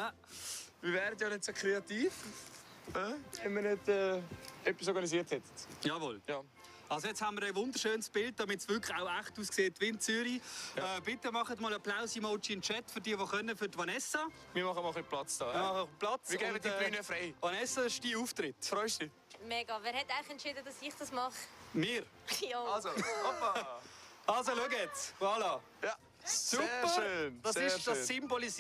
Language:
Swiss German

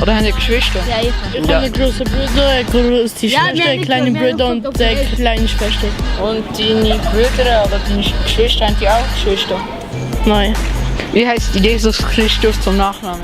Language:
Swiss German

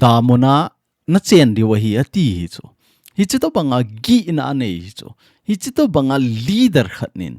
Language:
Thado Chin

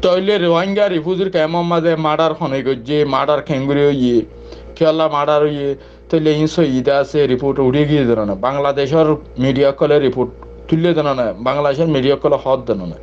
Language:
Rohingya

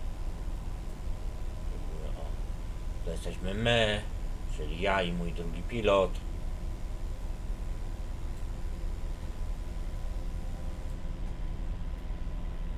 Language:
Polish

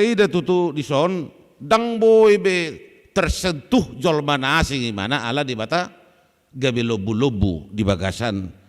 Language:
Batak Toba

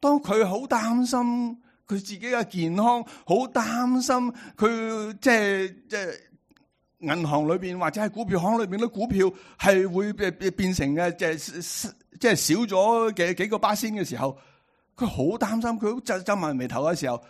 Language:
Cantonese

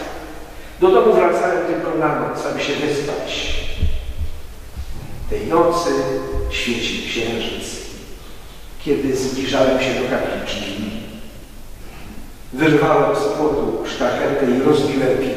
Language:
Polish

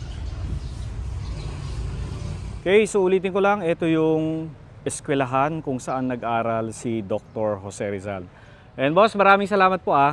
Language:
Filipino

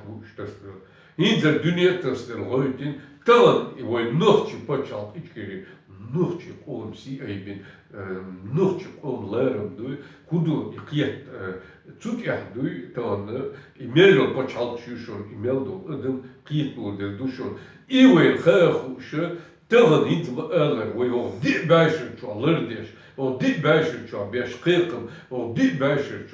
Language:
Chechen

